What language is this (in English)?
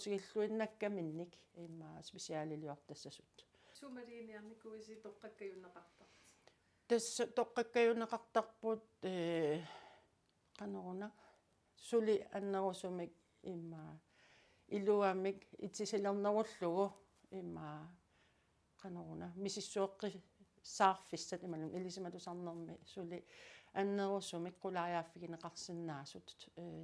Kalaallisut